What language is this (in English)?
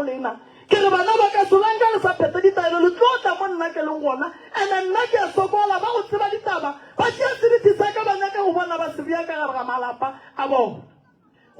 Northern Sotho